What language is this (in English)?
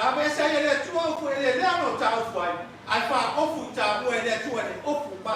Samoan